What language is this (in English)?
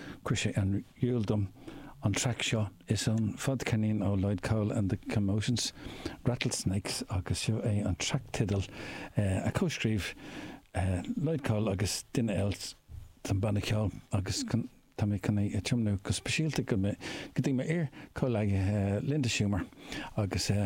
Irish